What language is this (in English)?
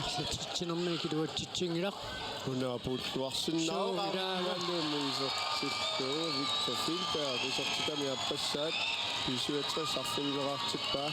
Kalaallisut